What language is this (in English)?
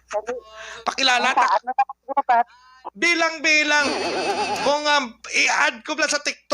Hiligaynon